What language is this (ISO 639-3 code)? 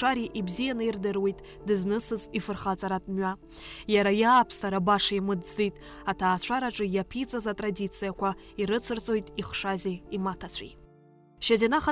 abk